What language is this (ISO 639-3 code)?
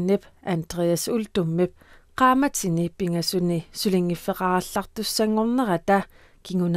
kal